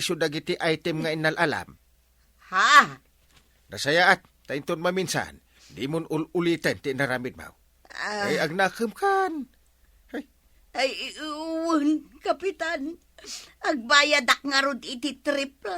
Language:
Iloko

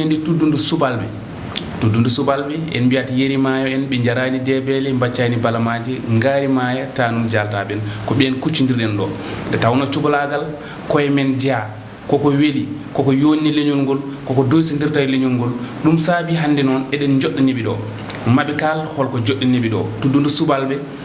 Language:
Fula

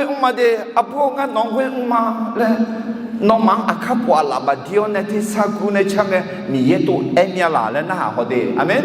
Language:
Akha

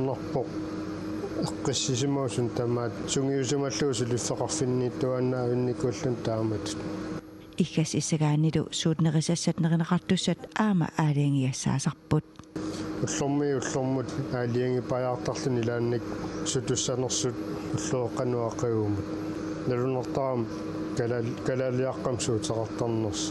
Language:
Kalaallisut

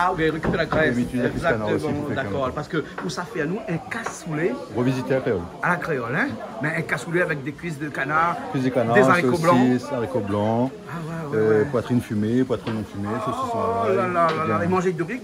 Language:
Réunion Creole French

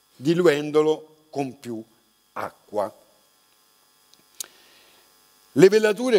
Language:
Italian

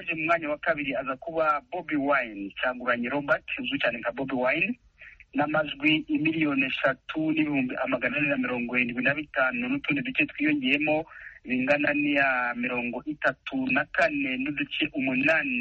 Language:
Kinyarwanda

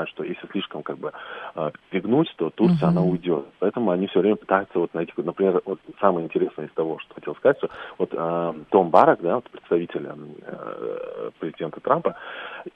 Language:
Russian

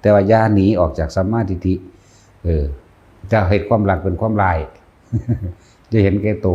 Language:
Lao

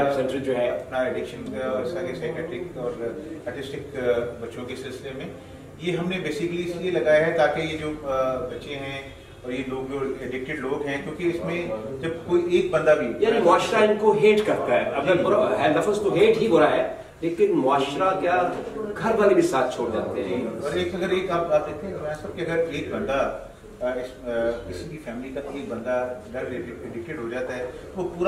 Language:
Urdu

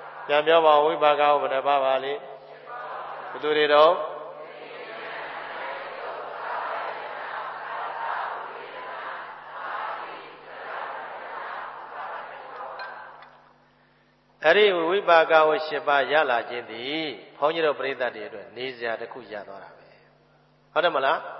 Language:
Burmese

